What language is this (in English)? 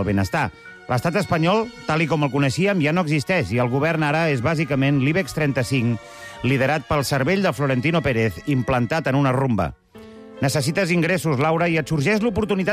Catalan